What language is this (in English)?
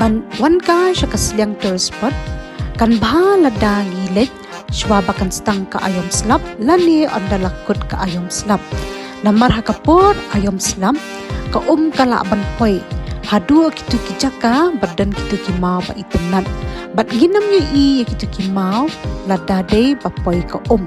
Khasi